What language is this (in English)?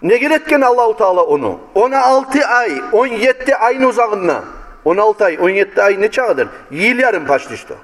Kumyk